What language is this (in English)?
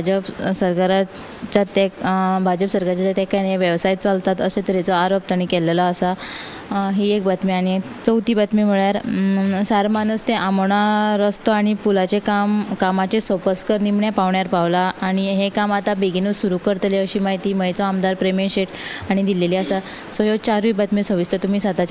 Konkani